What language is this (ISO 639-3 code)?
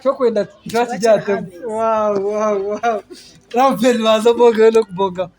nyn